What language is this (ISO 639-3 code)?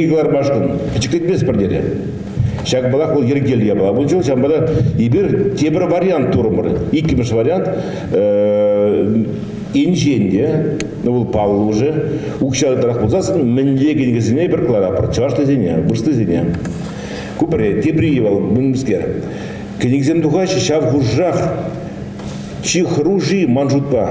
chv